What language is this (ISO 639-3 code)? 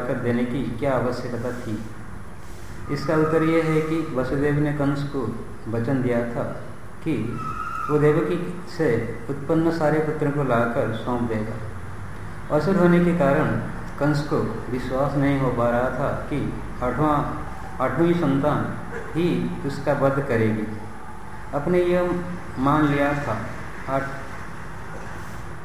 hin